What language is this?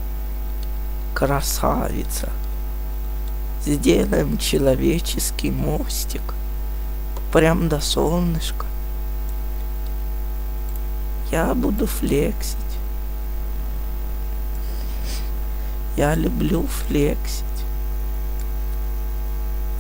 Russian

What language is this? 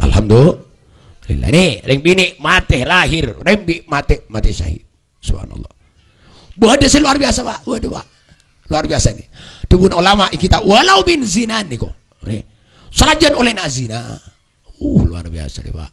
Madurese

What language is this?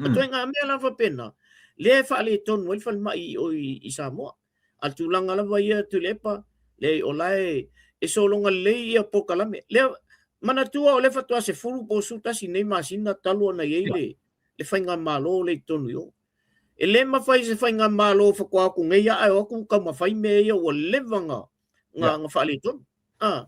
Samoan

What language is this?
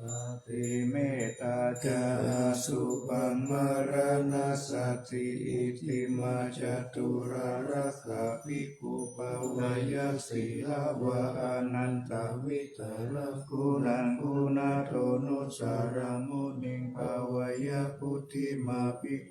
Pali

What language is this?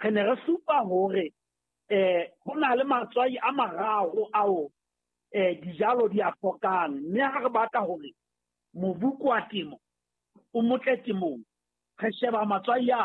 Southern Sotho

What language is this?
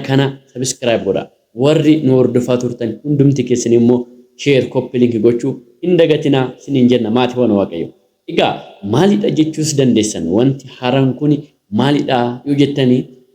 Oromo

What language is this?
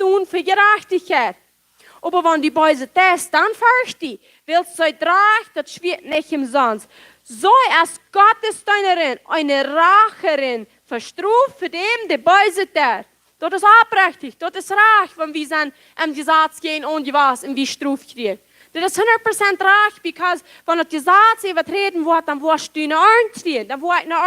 Plautdietsch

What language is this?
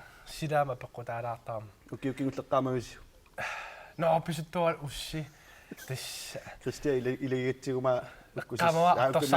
Kalaallisut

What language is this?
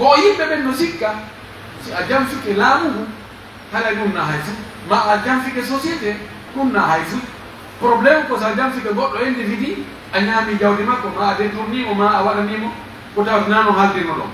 Pular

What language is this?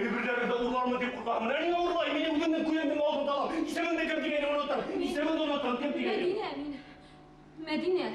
Bashkir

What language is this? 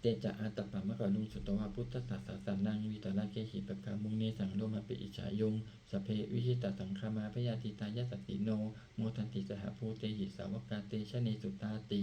Pali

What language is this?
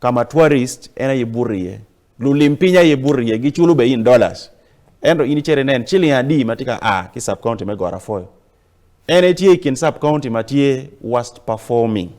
Acoli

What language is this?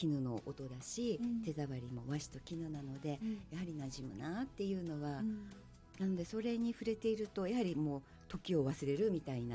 Japanese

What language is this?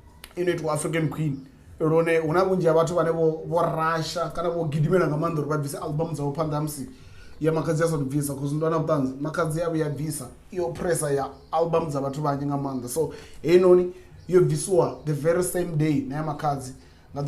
Venda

